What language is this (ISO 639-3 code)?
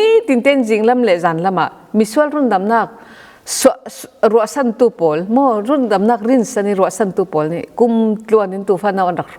cfm